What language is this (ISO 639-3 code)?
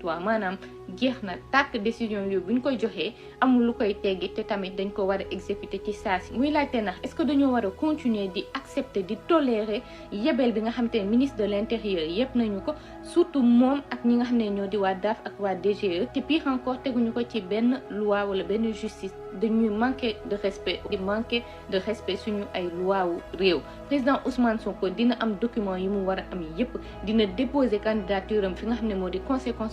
wol